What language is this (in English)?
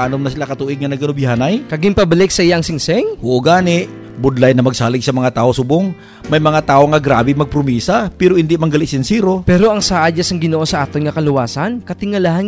Hiligaynon